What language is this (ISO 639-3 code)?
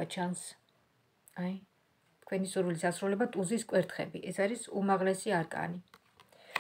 kat